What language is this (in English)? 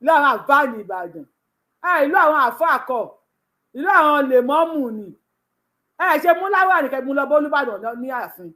Yoruba